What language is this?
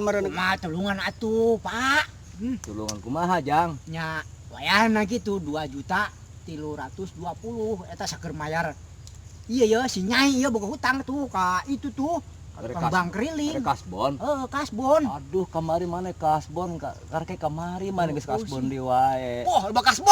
Sundanese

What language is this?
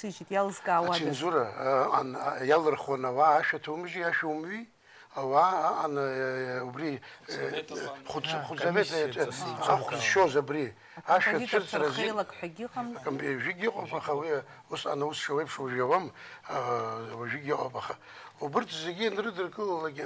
Abkhazian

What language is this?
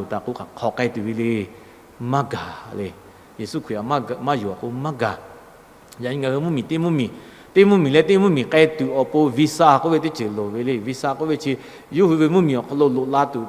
Lahu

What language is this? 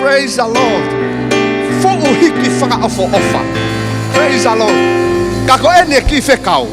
Tongan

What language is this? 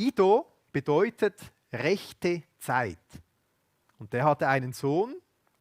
Swiss German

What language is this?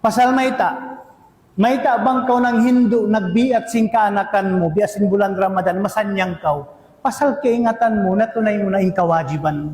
Tausug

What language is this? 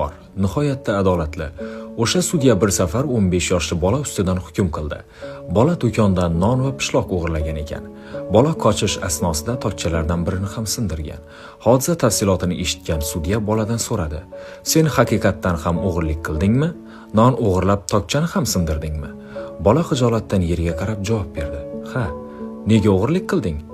Uzbek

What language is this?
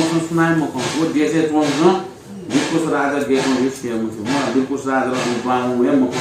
Newari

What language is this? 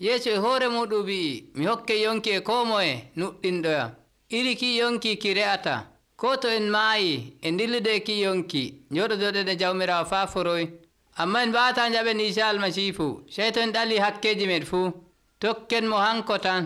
Nigerian Fulfulde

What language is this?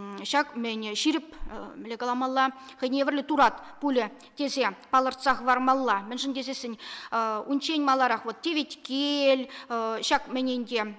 Chuvash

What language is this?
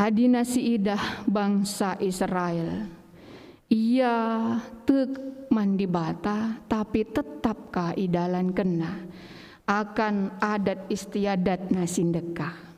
Batak Karo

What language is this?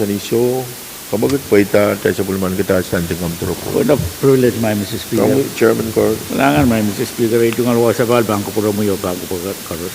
Pohnpeian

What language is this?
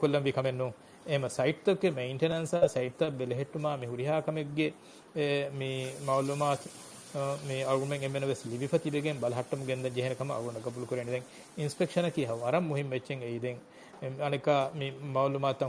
Divehi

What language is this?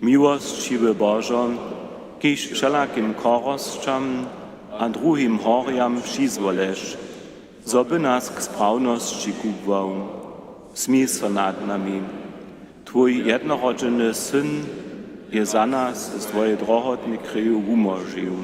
Upper Sorbian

